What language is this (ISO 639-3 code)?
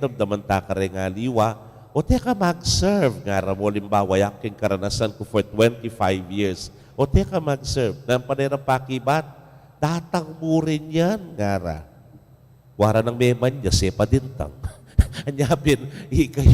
pam